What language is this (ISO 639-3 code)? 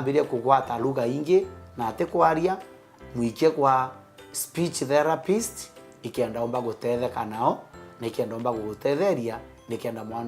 mer